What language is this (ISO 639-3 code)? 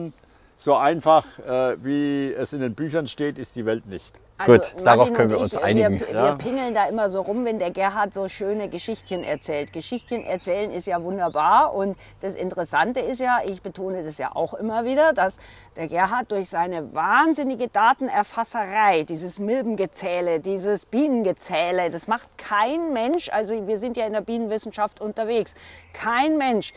deu